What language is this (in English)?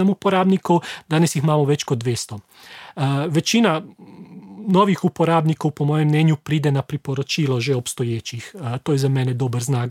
Slovenian